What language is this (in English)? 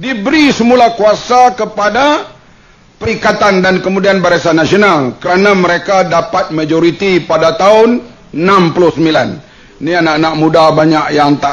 Malay